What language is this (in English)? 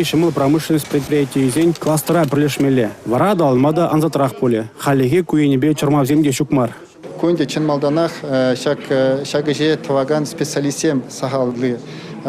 Chuvash